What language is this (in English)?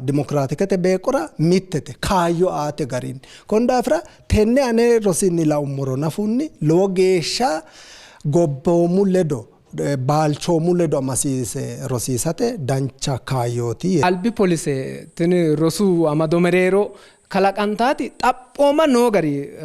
Sidamo